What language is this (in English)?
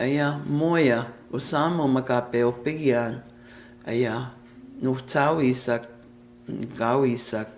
Plains Cree